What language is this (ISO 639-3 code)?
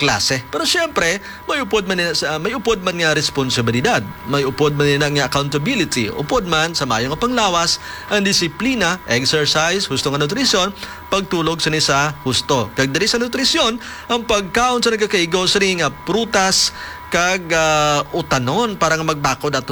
hil